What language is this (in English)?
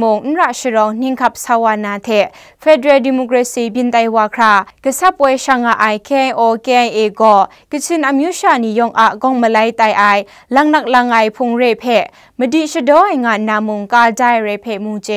Kachin